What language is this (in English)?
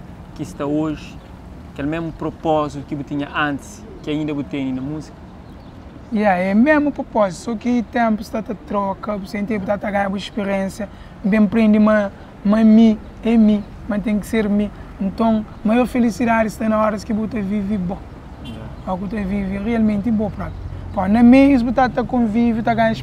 Kabuverdianu